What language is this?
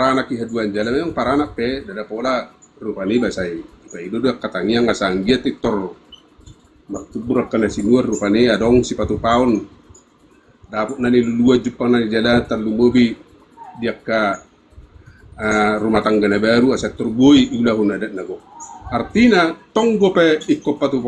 Batak Toba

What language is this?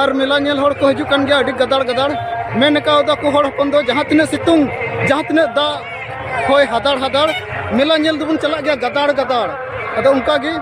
Santali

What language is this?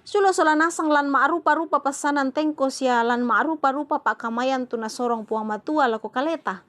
Toraja-Sa'dan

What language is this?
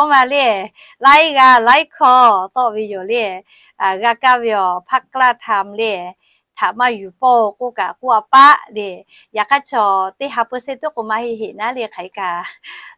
Lahu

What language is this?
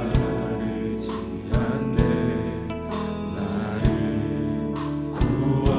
Korean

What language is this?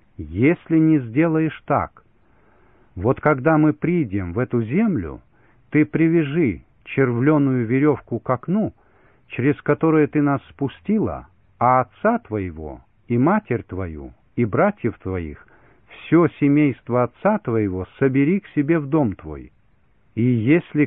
Russian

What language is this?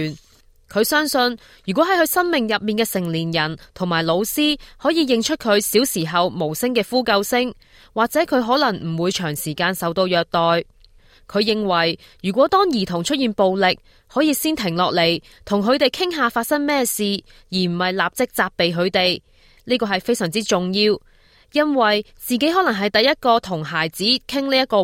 Cantonese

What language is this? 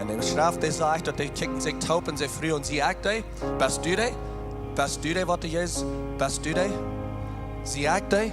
Plautdietsch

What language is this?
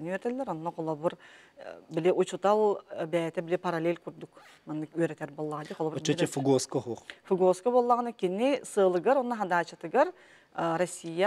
Yakut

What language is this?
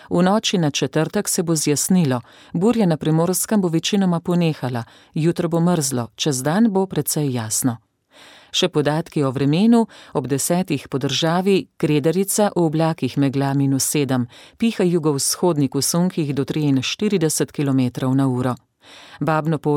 Slovenian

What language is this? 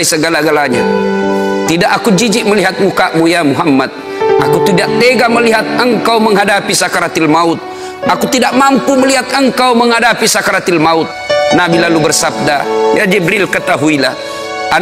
Indonesian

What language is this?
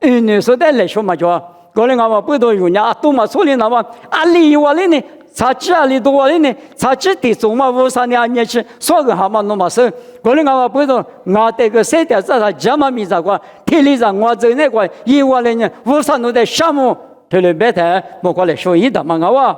Lisu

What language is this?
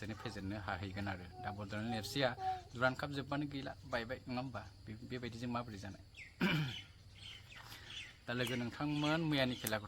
Bodo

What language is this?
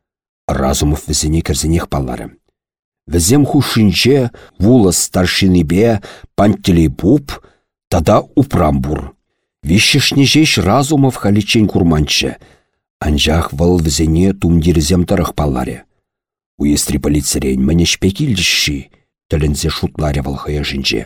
Chuvash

